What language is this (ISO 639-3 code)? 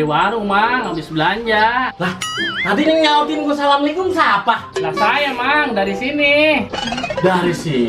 bew